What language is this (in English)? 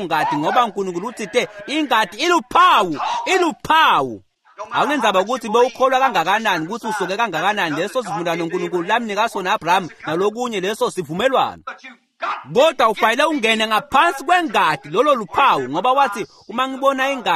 Swati